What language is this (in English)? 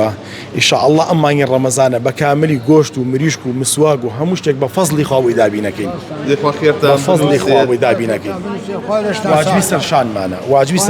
Central Kurdish